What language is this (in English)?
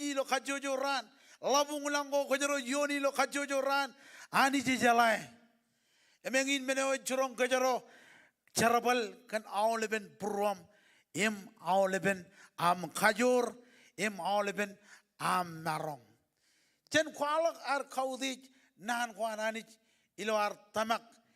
Marshallese